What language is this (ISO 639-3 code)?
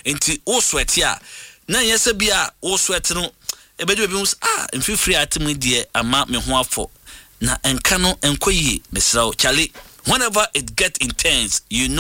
aka